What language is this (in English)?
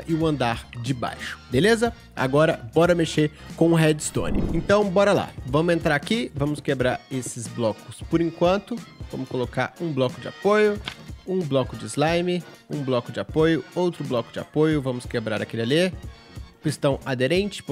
Portuguese